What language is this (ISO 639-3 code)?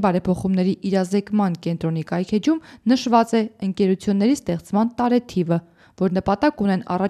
hye